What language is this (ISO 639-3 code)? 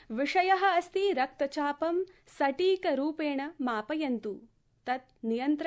san